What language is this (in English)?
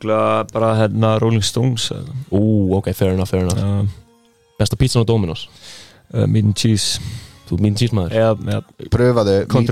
Icelandic